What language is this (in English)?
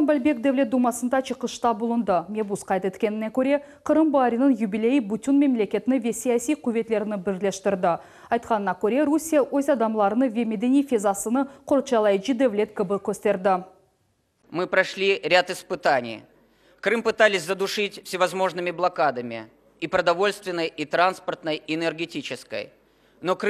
Crimean Tatar